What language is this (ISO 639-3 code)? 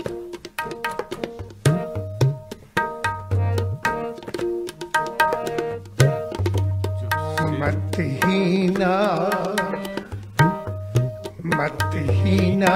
pan